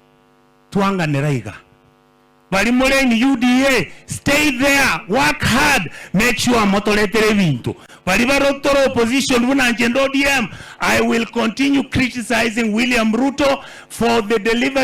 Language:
Gusii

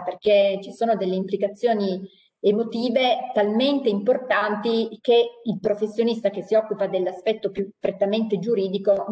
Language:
Italian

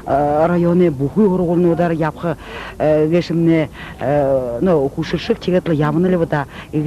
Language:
Buriat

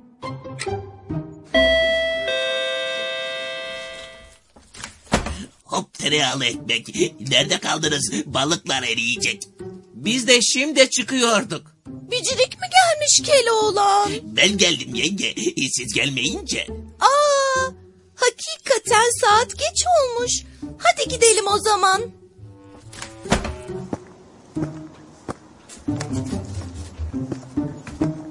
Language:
Turkish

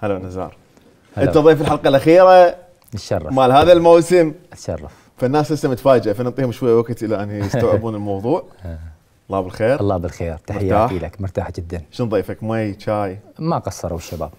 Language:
Mesopotamian Arabic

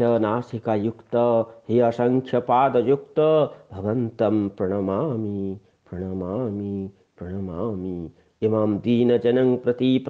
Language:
Sanskrit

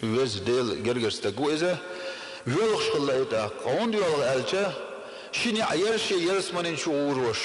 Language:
Chechen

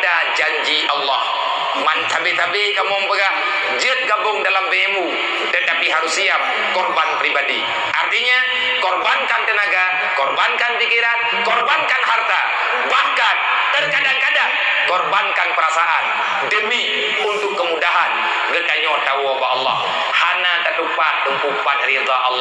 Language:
Achinese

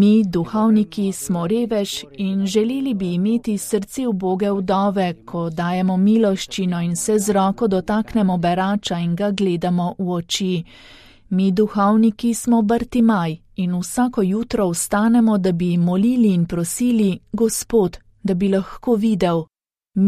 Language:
Slovenian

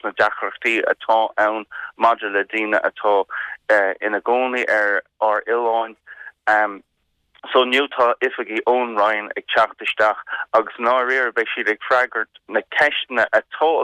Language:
Irish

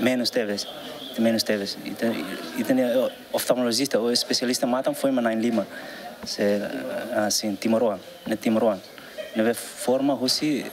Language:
Tetum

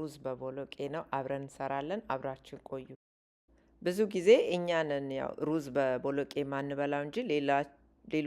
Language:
Amharic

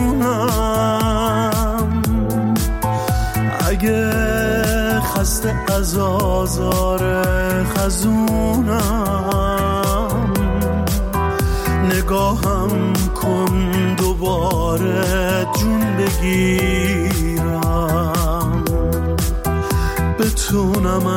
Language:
Persian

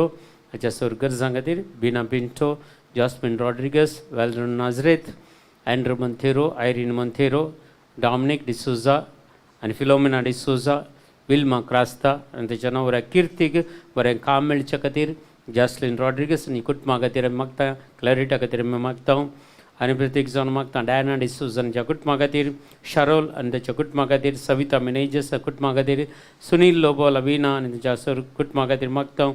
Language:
Konkani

